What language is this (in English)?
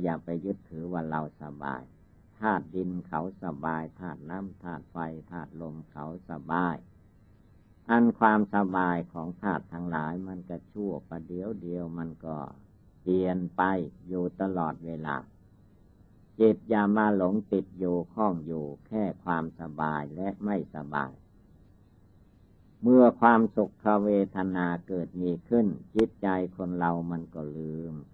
Thai